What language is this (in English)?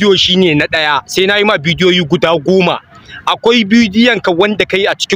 Hausa